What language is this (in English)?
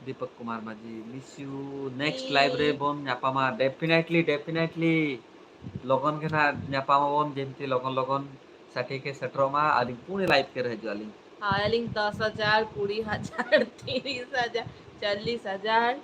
Santali